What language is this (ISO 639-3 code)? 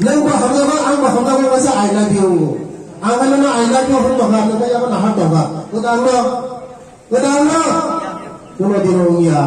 ria